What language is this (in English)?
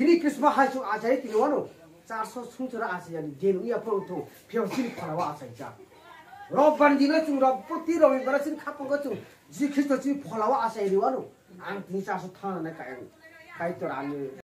Kok Borok